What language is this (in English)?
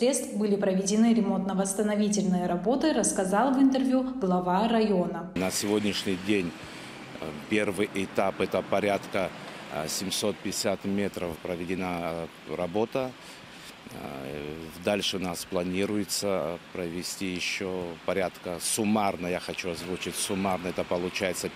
Russian